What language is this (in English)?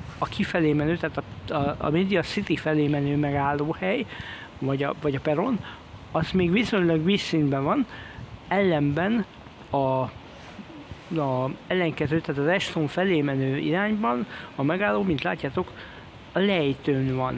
Hungarian